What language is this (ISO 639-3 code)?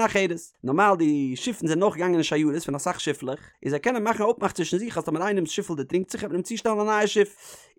yid